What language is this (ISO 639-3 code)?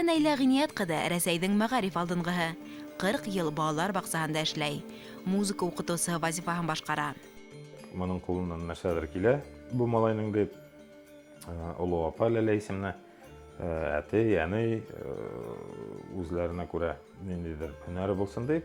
bak